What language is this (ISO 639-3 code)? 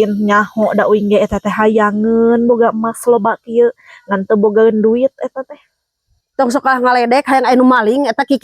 sun